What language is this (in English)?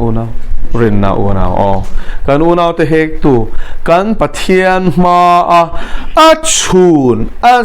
Mizo